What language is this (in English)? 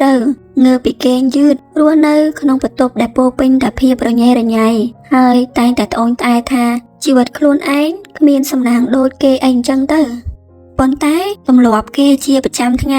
Khmer